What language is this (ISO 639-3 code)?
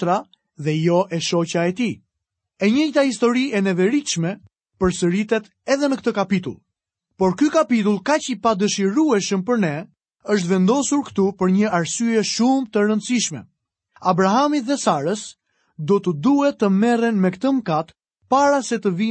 sqi